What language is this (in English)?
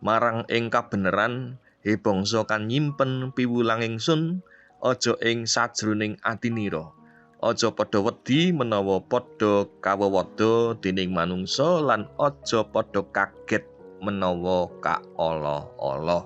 Javanese